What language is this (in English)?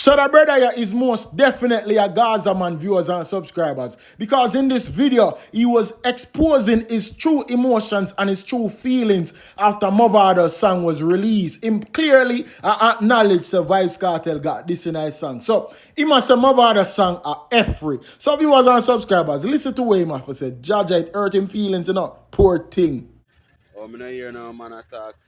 Jamaican Creole English